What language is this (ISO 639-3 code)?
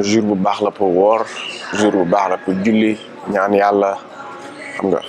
wol